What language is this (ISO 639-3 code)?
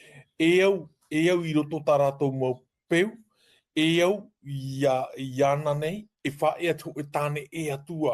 tah